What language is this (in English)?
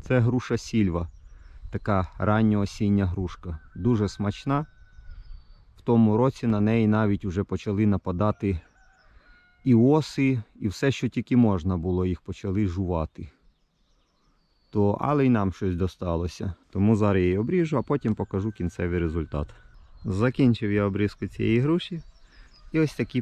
Ukrainian